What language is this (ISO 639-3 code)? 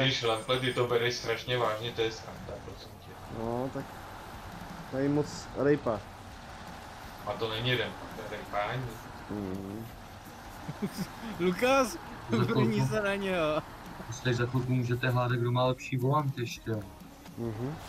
ces